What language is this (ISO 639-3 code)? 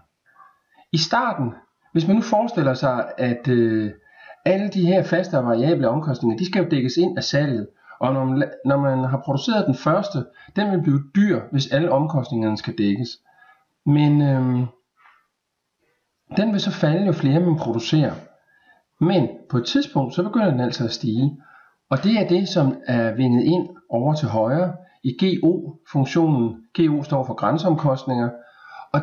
dan